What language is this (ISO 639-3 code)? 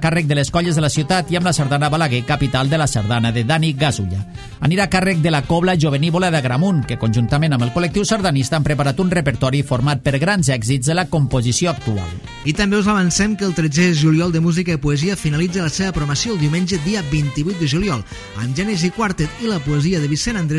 cat